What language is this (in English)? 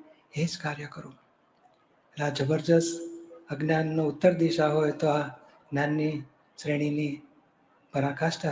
Gujarati